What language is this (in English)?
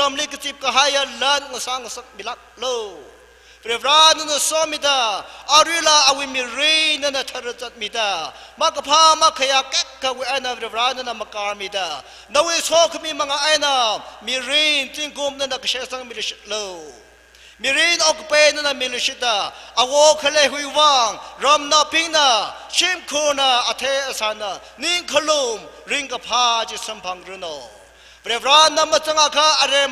Tangkhul Naga (India)